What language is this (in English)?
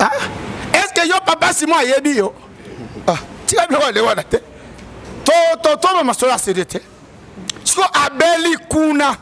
Lingala